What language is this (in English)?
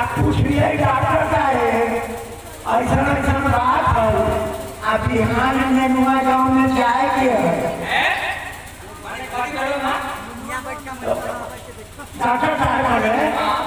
Bhojpuri